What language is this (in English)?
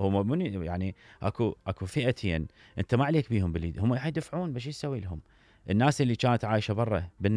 Mesopotamian Arabic